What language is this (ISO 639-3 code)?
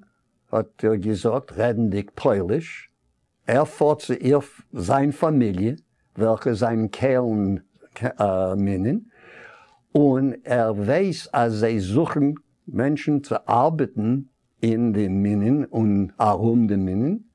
yid